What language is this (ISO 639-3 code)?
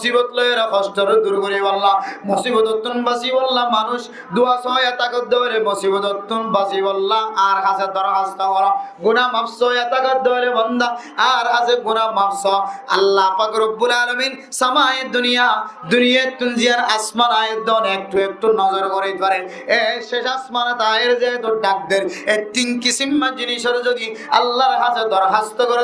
rhg